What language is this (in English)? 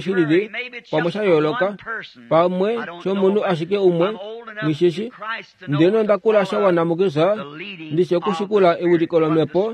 Kuanyama